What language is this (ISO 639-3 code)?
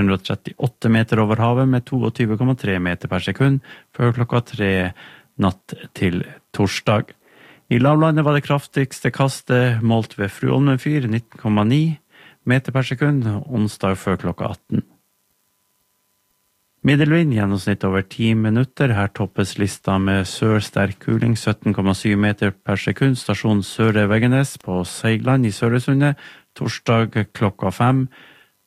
nor